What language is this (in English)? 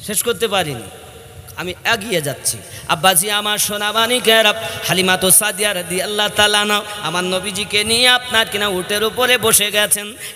Bangla